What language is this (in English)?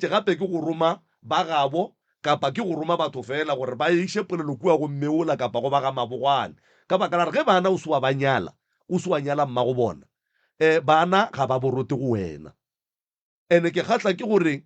Northern Sotho